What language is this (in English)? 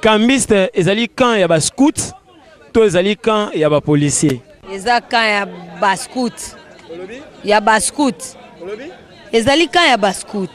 Lingala